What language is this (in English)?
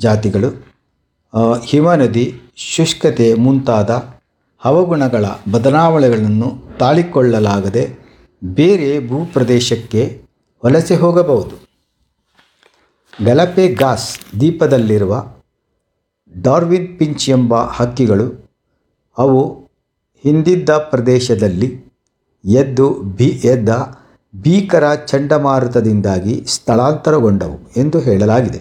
Kannada